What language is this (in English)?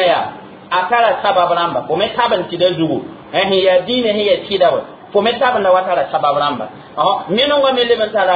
Mossi